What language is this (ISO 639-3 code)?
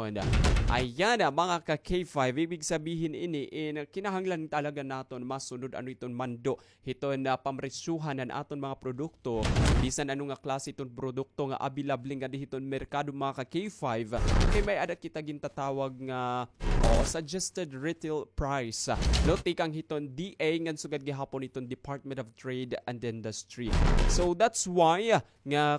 war